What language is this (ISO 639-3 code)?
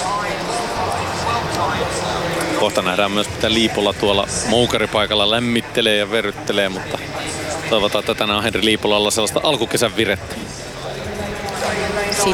fin